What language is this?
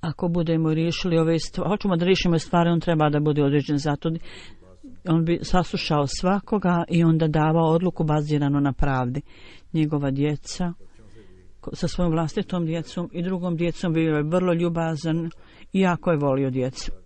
Bosnian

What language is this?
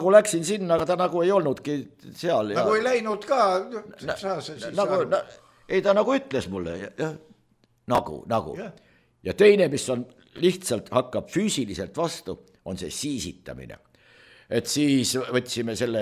Estonian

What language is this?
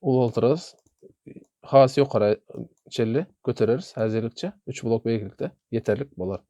Turkmen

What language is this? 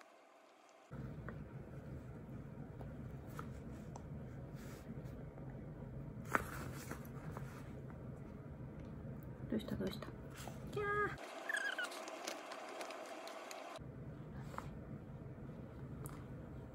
Japanese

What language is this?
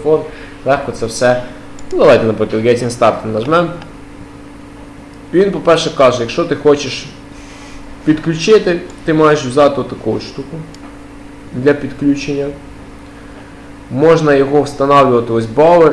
Ukrainian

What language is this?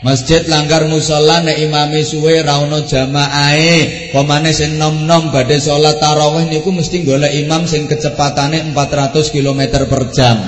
Javanese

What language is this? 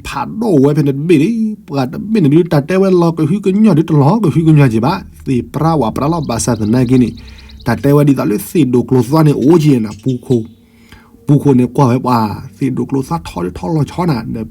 S'gaw Karen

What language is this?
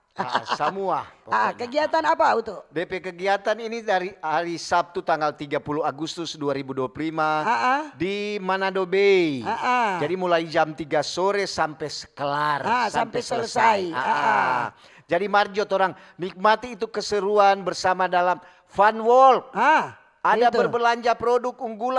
Manado Malay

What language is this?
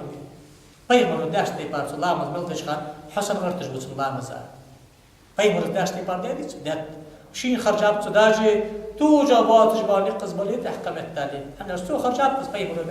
Ingush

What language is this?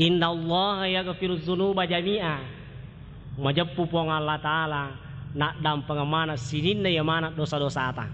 Buginese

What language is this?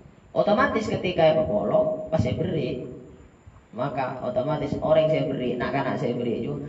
Madurese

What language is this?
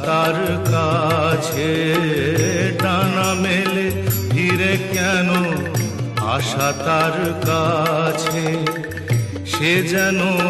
Bangla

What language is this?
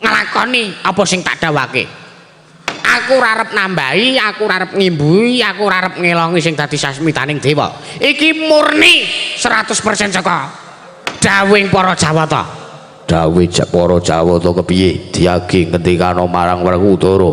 Javanese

